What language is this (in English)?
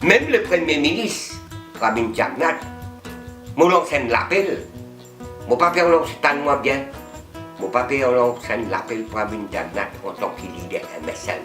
Morisyen